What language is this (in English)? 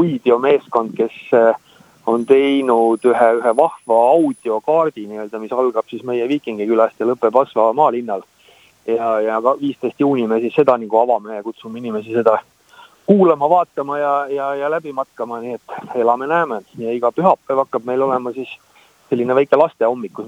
Estonian